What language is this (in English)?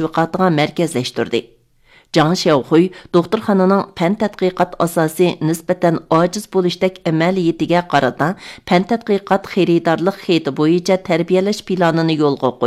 Uyghur